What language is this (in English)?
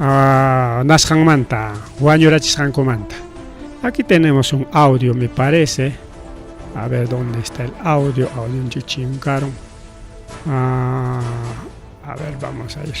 Ayacucho Quechua